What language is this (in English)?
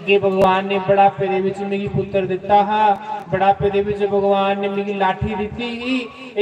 Dogri